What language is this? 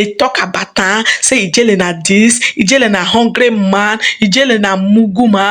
Nigerian Pidgin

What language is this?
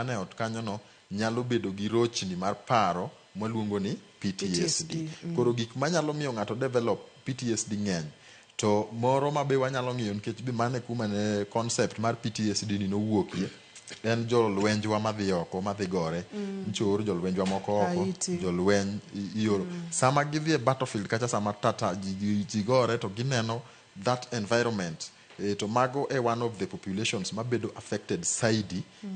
Luo (Kenya and Tanzania)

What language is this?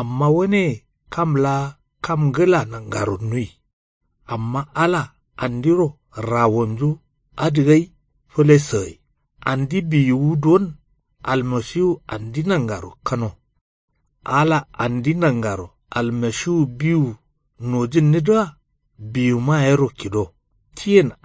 Kanuri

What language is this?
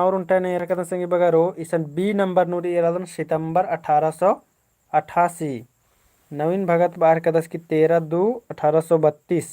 Kurukh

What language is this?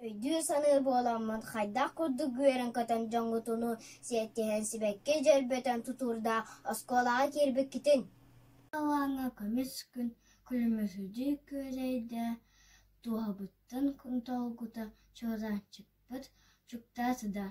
Yakut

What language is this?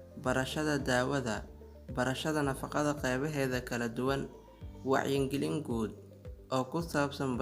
Somali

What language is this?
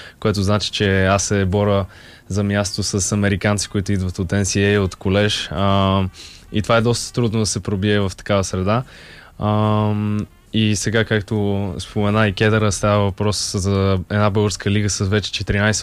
Bulgarian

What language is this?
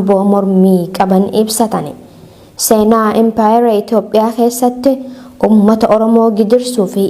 Oromo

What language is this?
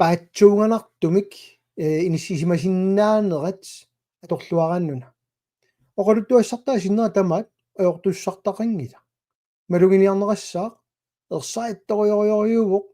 Kalaallisut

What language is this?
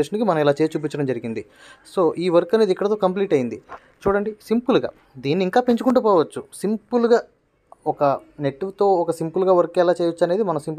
Telugu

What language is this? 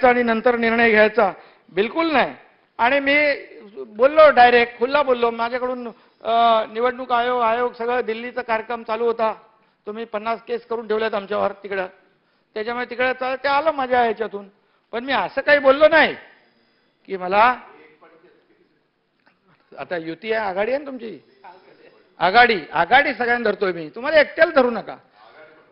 Marathi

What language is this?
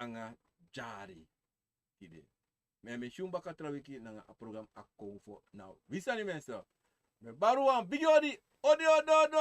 Sranan Tongo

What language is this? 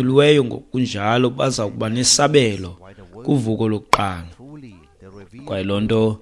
Xhosa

